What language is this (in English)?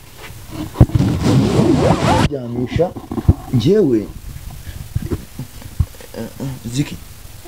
Kinyarwanda